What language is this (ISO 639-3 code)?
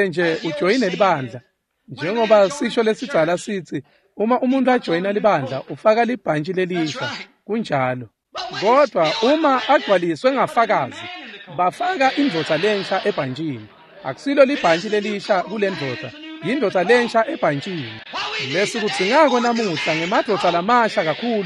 ssw